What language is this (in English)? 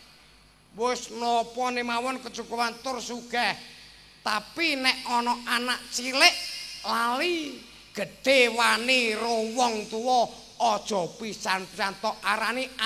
Javanese